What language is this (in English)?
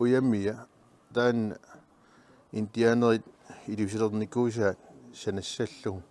Kalaallisut